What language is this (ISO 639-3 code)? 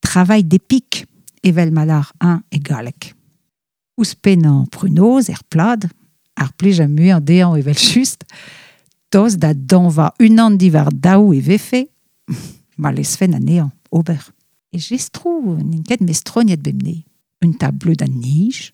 bre